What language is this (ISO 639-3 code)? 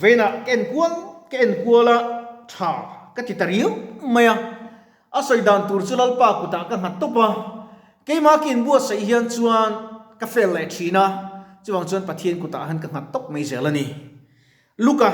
lus